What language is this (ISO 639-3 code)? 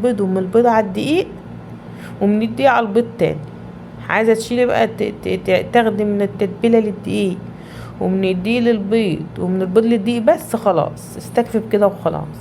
arz